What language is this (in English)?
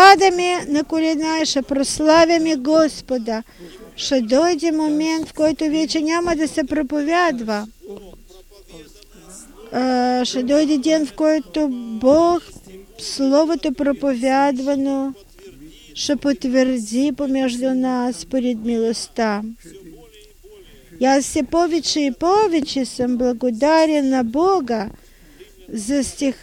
Bulgarian